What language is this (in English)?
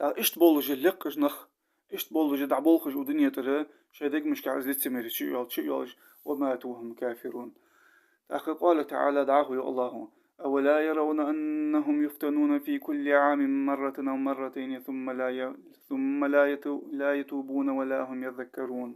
Ingush